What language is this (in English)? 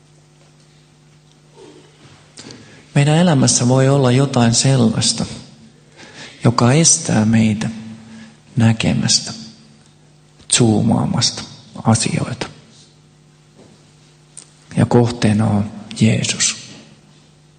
Finnish